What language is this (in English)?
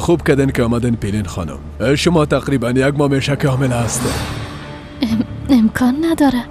Persian